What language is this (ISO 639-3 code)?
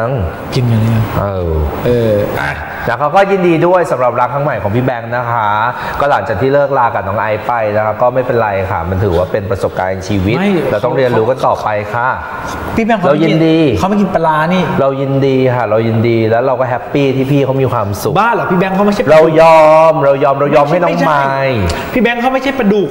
tha